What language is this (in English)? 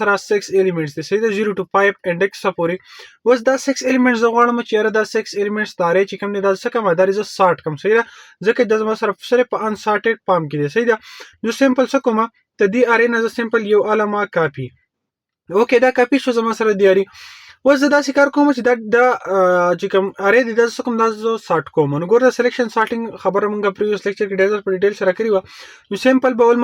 Pashto